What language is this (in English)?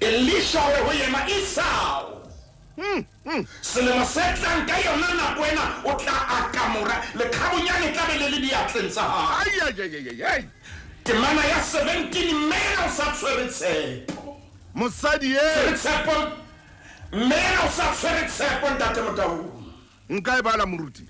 Southern Sotho